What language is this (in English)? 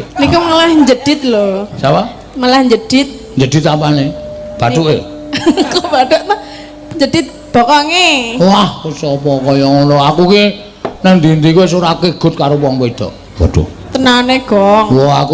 Javanese